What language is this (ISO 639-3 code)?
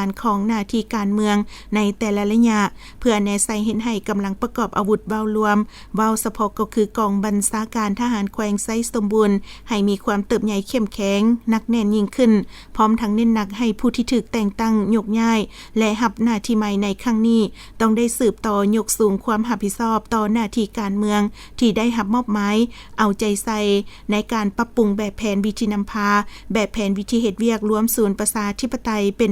lao